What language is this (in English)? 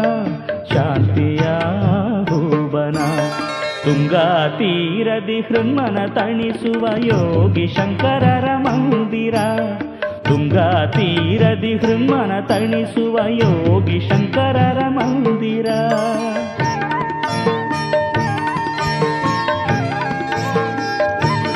Kannada